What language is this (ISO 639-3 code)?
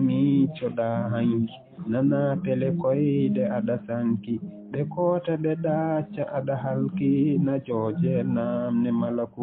ful